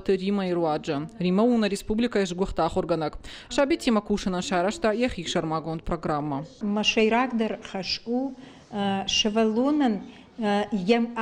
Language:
Ossetic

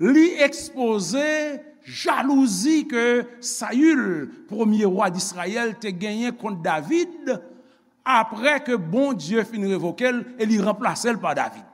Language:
Haitian Creole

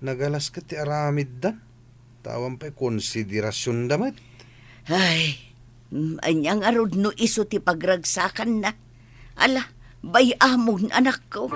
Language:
Iloko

